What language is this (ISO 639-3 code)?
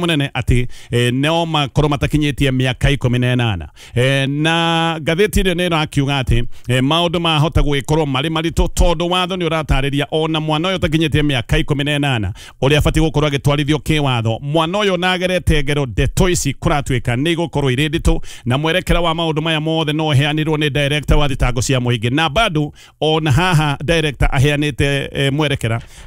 kik